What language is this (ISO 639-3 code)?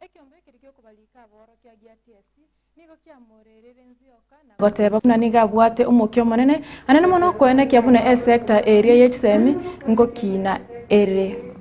guz